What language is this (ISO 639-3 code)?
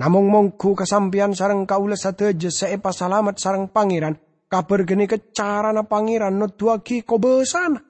mad